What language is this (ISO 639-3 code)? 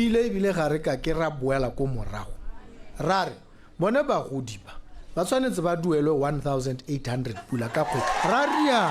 tsn